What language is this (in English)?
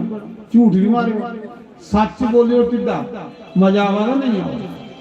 Dogri